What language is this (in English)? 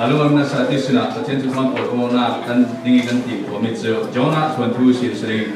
Falam Chin